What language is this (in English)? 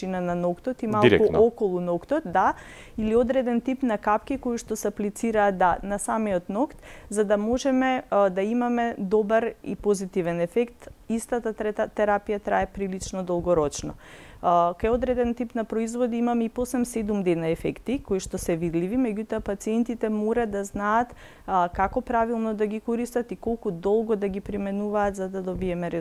Macedonian